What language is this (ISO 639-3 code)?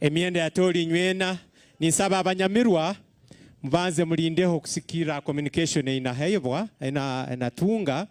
nyn